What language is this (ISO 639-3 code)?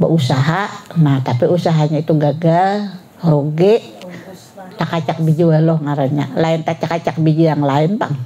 bjn